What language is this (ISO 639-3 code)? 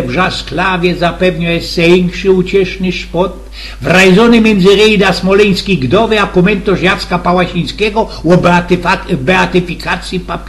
szl